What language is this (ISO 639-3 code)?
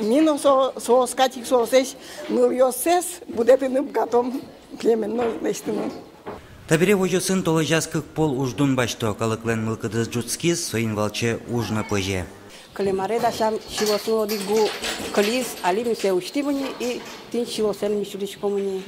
udm